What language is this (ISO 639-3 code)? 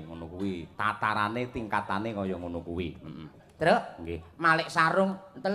jav